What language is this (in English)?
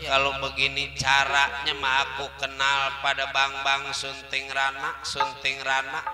Betawi